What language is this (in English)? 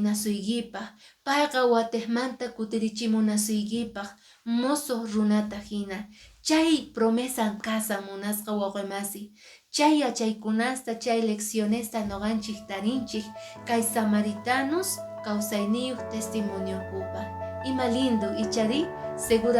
Quechua